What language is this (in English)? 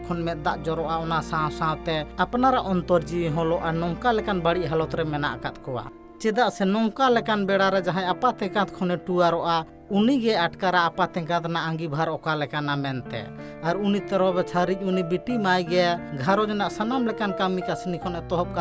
Santali